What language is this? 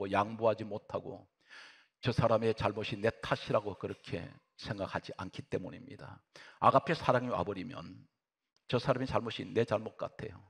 Korean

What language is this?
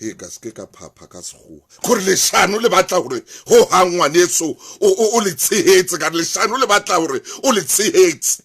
Southern Sotho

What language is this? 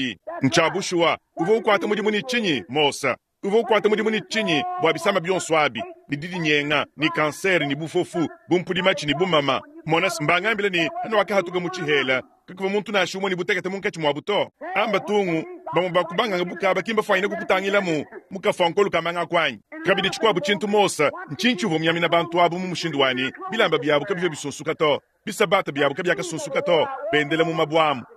Luba-Lulua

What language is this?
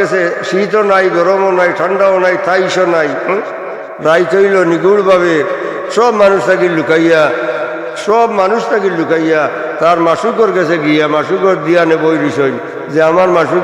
Sylheti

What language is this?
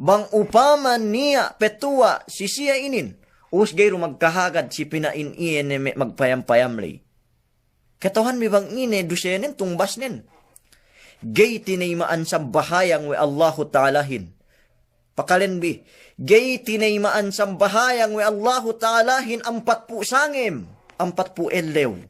Yakan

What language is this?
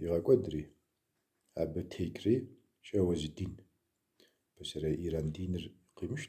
Kabardian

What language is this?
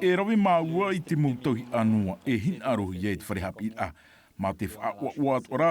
Tahitian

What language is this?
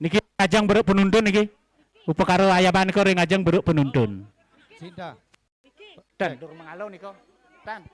Balinese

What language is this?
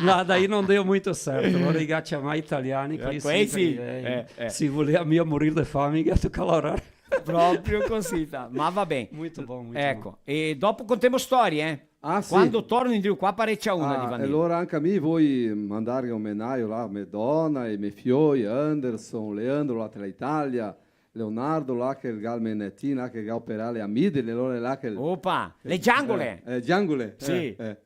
Venetian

